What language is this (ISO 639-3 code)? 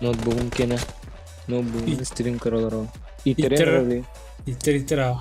sah